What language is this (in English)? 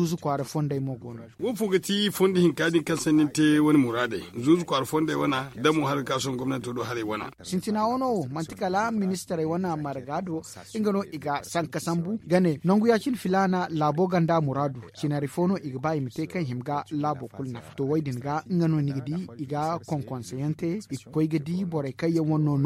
Zarma